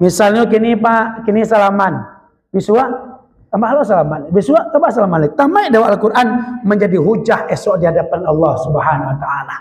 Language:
Minangkabau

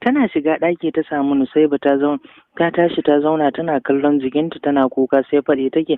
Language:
Hausa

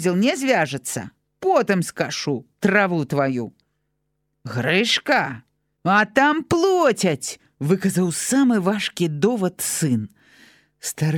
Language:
Belarusian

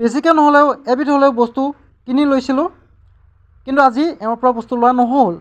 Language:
Assamese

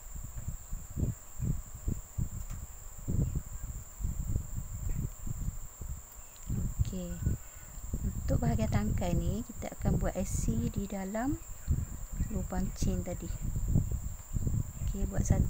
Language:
Malay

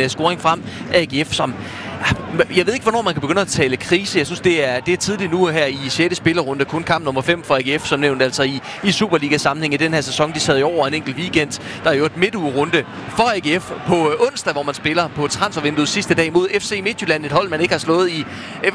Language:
Danish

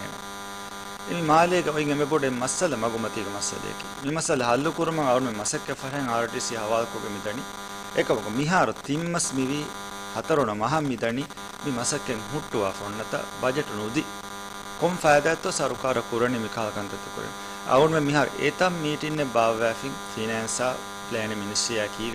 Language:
Divehi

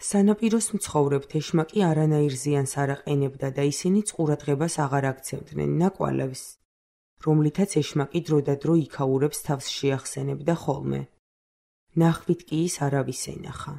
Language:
Georgian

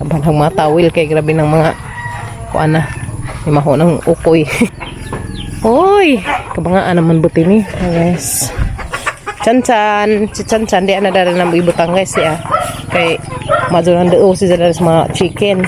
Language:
Cebuano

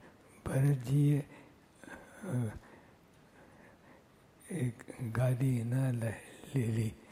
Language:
Gujarati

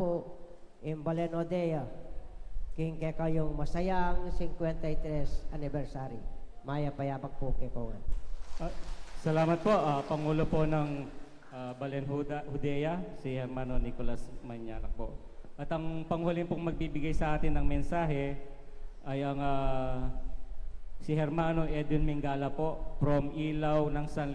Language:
Pampanga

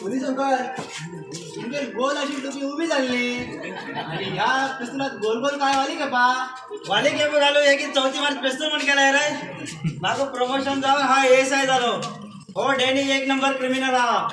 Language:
Konkani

